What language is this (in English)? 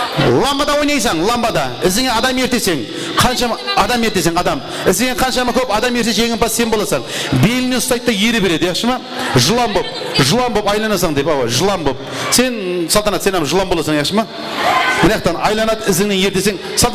Kara-Kalpak